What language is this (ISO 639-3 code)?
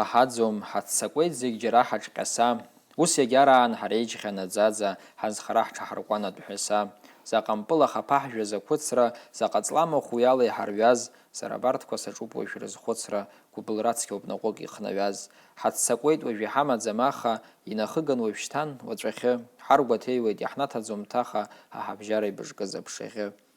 abk